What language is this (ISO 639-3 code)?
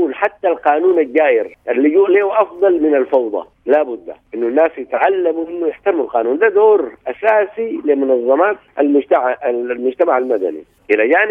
apd